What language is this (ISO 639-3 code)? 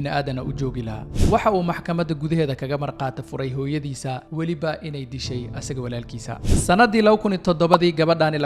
som